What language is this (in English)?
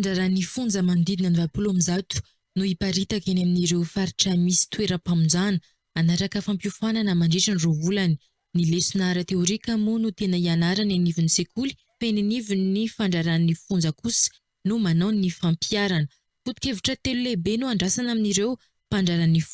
Malagasy